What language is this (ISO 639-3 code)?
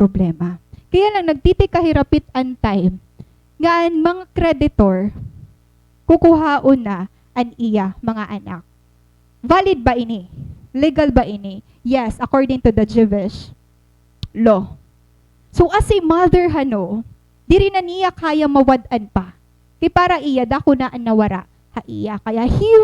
war